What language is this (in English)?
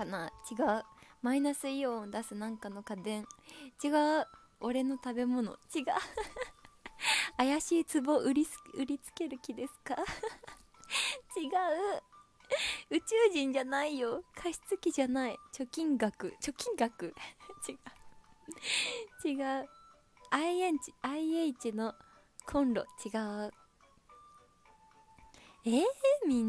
Japanese